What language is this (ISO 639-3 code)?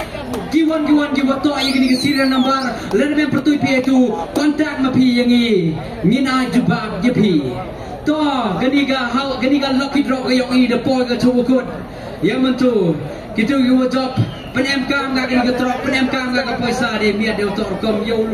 kha